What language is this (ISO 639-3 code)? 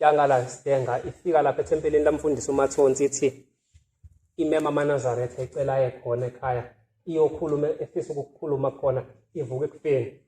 zul